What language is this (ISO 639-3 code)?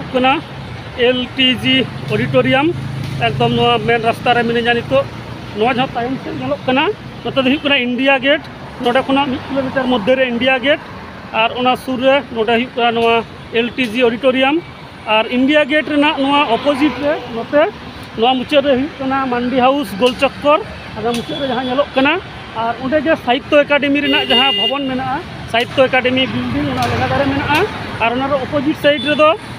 sat